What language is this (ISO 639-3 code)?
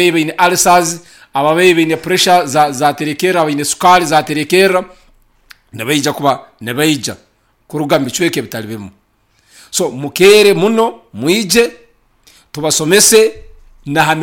nyn